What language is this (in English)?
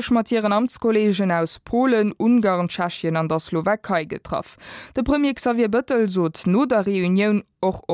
Luxembourgish